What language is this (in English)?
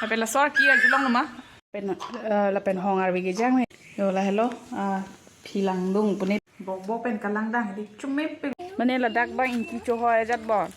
Karbi